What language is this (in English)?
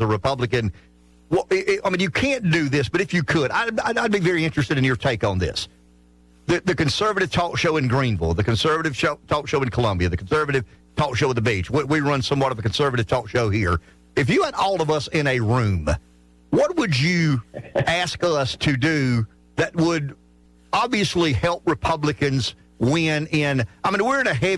English